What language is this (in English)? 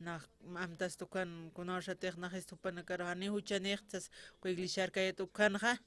Aymara